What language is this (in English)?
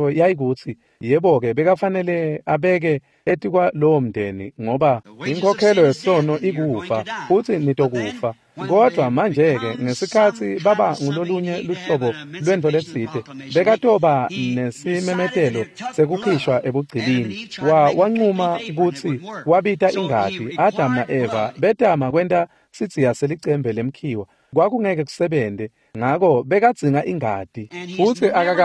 Swati